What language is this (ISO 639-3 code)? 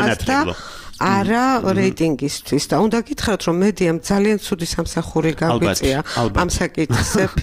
kat